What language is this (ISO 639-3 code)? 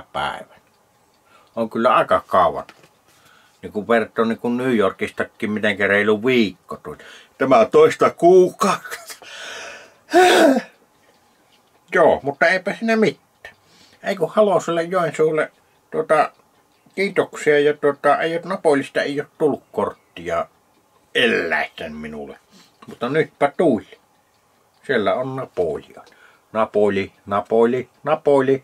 fin